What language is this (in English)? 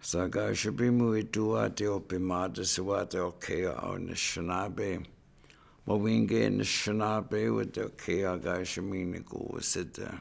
Chippewa